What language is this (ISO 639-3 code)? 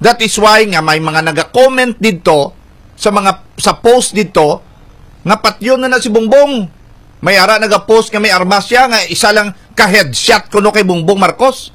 hil